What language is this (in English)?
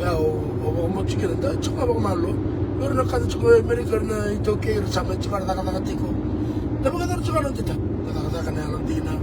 Fijian